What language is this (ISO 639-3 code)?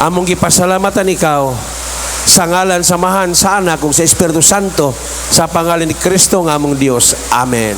ceb